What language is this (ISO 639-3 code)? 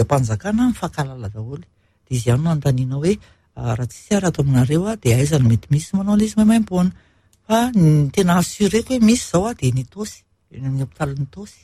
mlg